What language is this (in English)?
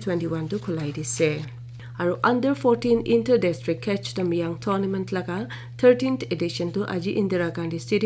Naga Pidgin